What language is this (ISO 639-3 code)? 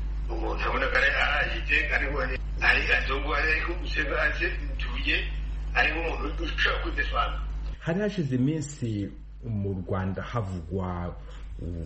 kin